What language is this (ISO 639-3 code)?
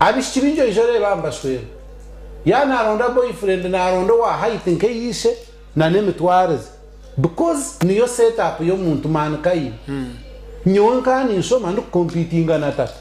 nyn